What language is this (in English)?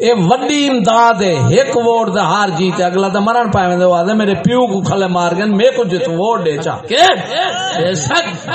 Saraiki